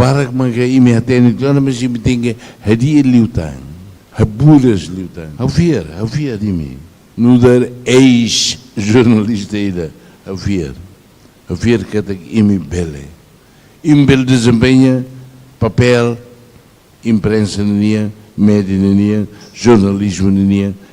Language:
Tetum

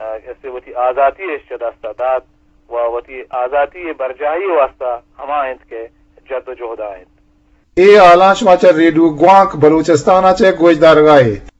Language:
Eastern Balochi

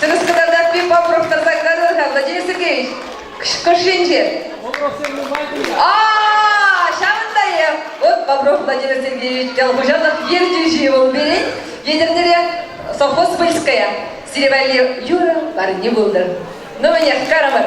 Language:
Chuvash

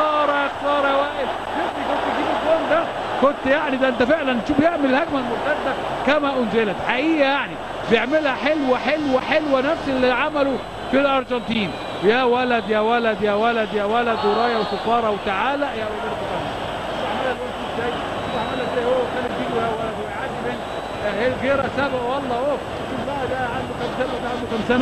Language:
Egyptian Arabic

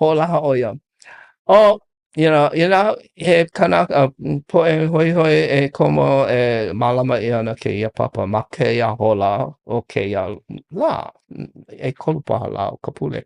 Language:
Hawaiian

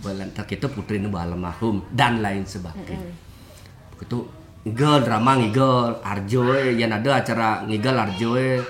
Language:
Balinese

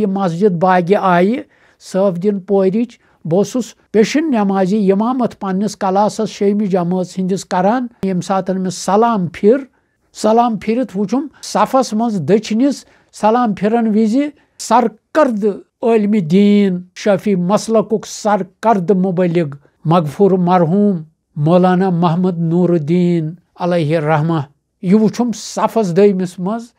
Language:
Kashmiri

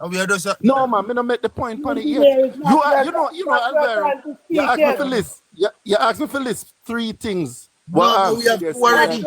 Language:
Jamaican Creole English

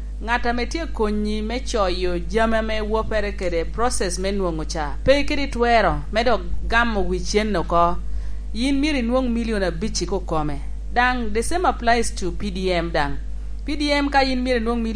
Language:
Lango (Uganda)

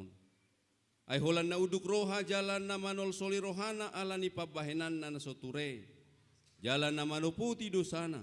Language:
Batak Toba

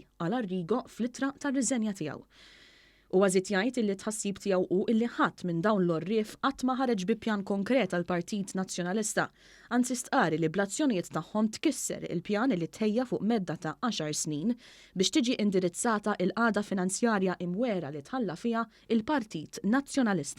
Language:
Maltese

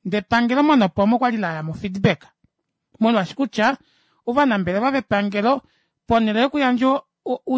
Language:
Kuanyama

